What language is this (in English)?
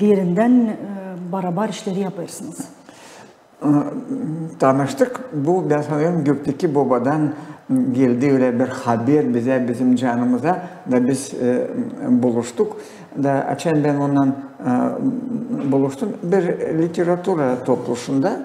Gagauz